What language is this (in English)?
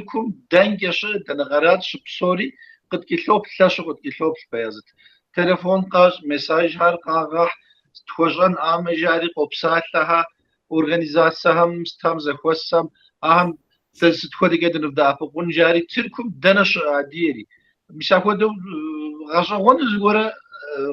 Kabardian